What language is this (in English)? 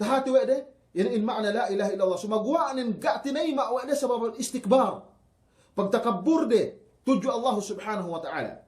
Yakan